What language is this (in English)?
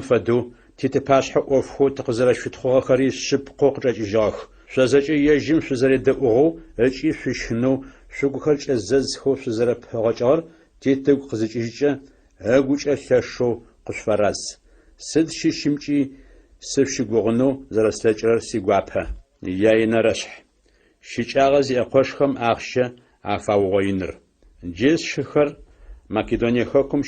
Adyghe